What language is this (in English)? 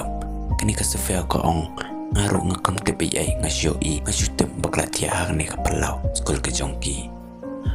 Khasi